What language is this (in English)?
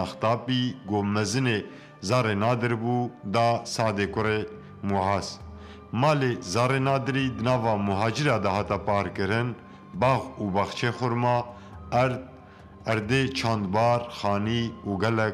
Kurdish